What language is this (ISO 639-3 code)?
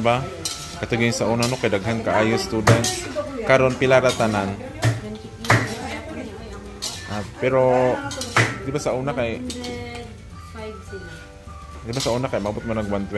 ceb